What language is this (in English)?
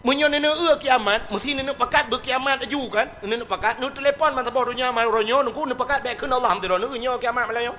Achinese